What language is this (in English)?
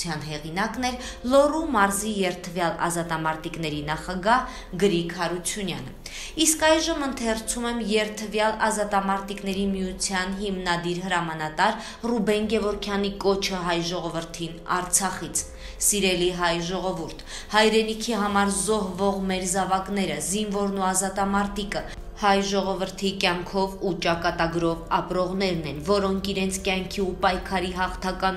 Armenian